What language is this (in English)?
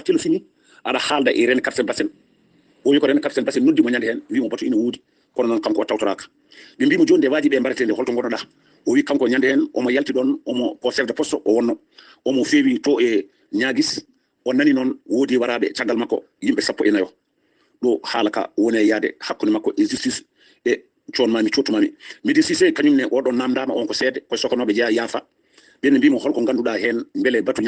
Fula